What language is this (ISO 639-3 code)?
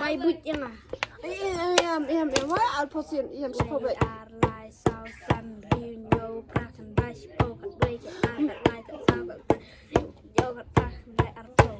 kha